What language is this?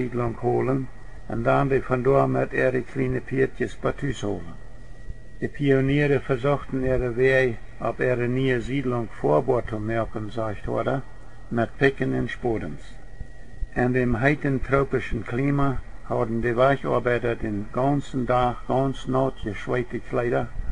Plautdietsch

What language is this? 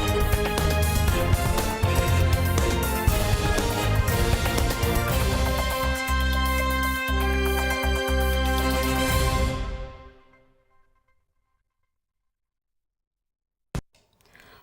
Abkhazian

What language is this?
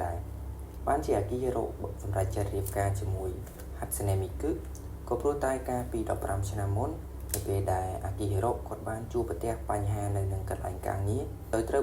Khmer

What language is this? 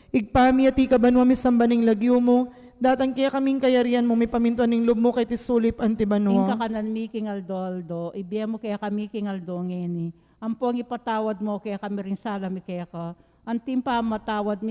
Pampanga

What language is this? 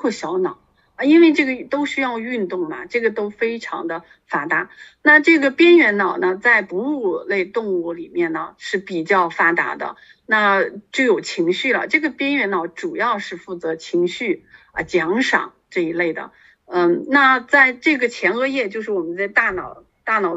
Chinese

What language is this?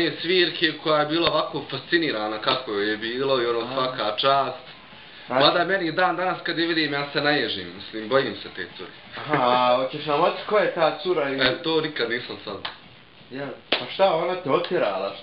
Bosnian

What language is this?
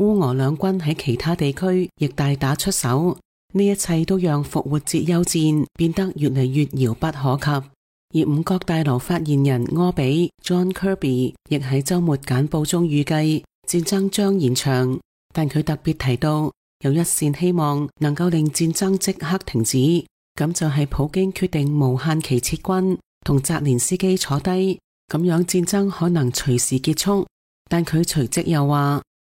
Cantonese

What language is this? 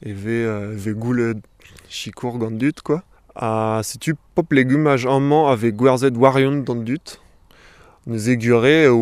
Breton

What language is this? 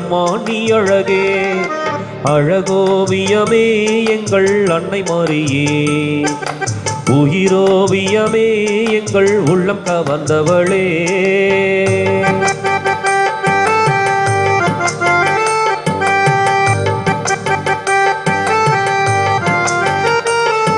Tamil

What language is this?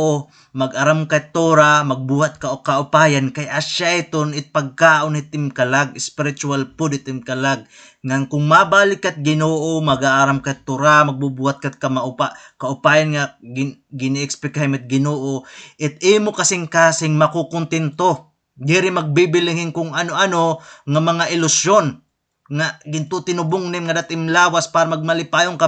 Waray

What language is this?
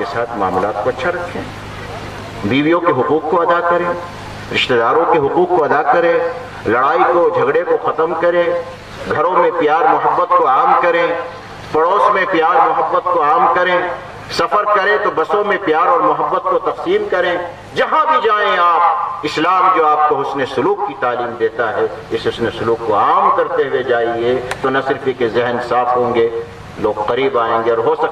Urdu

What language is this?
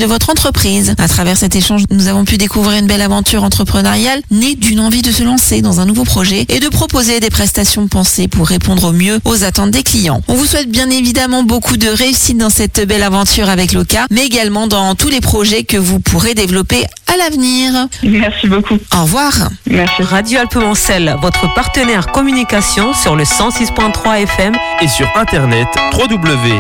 French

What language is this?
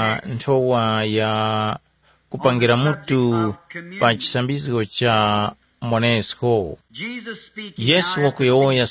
Tumbuka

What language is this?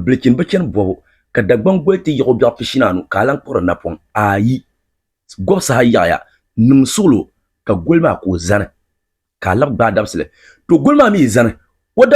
Dagbani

